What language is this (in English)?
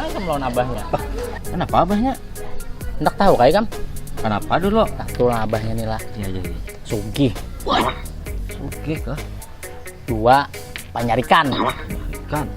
Banjar